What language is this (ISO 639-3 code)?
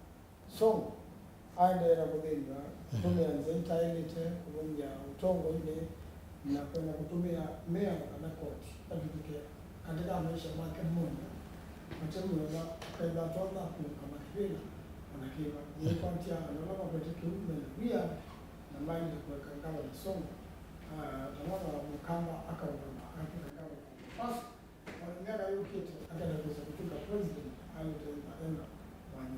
kam